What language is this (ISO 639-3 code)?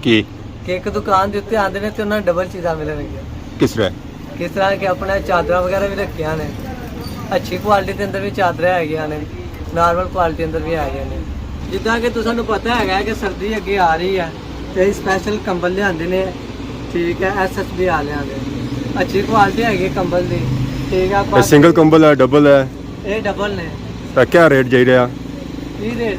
phr